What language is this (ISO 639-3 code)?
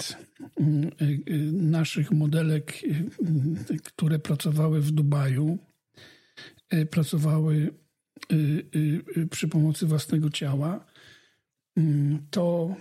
pol